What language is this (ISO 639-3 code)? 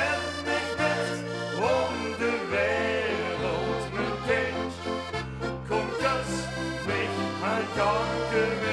lim